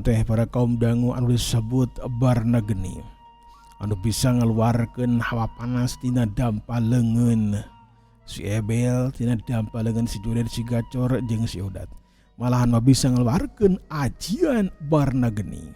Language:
Sundanese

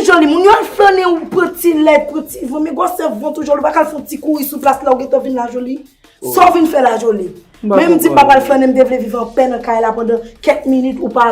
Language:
Haitian Creole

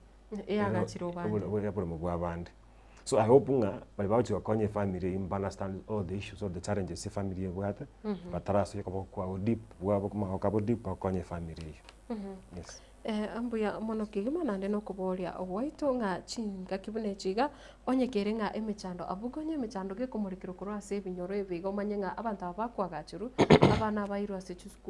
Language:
Gusii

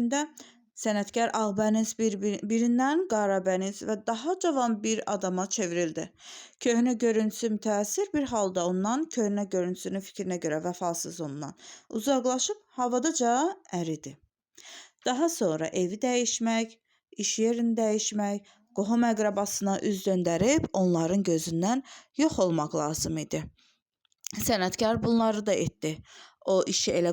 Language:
Azerbaijani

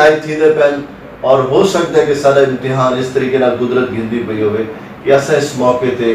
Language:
Saraiki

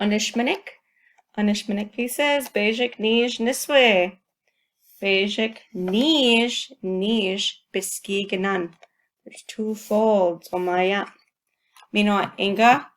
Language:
Chippewa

